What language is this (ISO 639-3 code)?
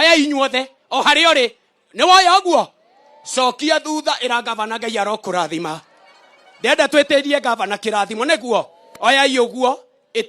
kik